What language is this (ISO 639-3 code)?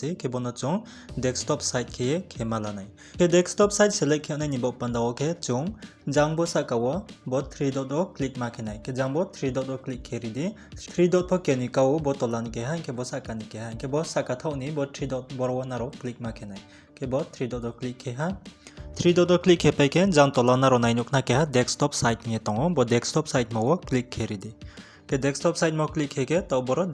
ria